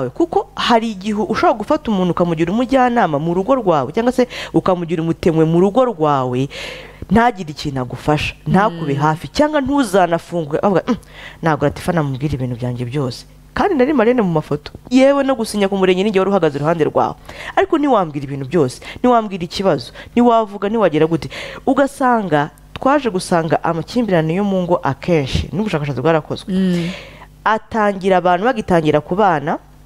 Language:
Kinyarwanda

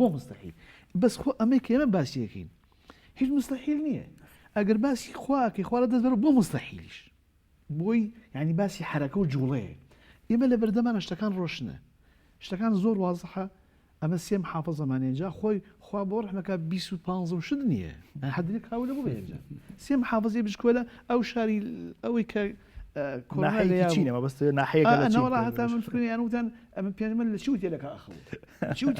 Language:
Central Kurdish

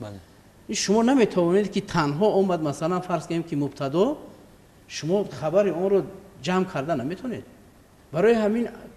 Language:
Tajik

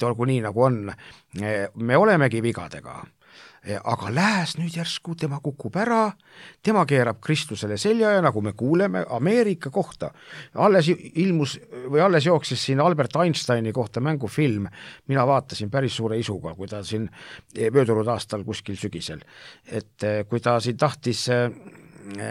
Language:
Estonian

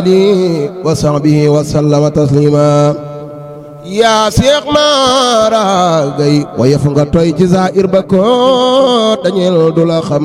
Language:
Wolof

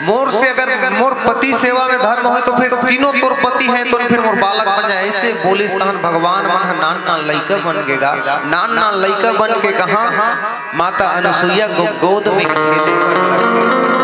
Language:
Chhattisgarhi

